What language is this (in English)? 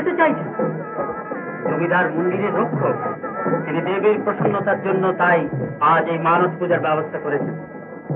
Bangla